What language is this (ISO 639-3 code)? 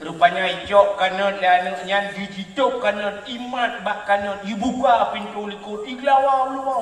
ace